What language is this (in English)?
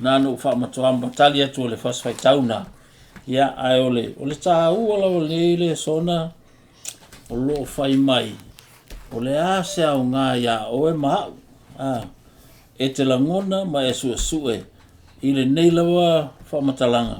Samoan